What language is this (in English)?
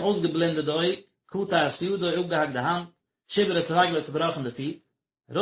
Yiddish